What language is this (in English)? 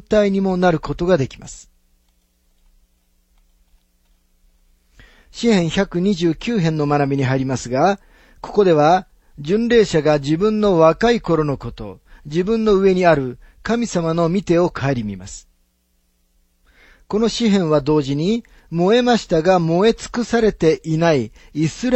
Japanese